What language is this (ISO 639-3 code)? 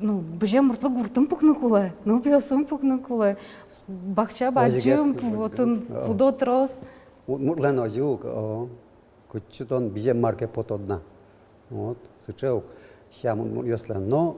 udm